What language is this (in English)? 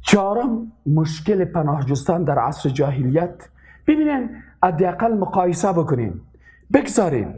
Persian